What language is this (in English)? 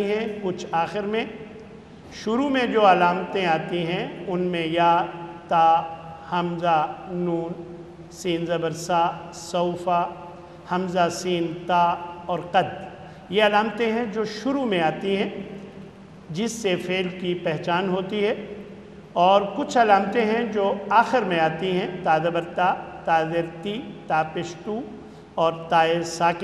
Urdu